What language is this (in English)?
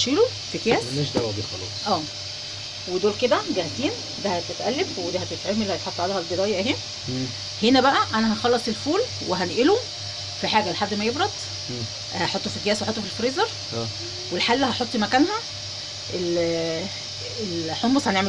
Egyptian Arabic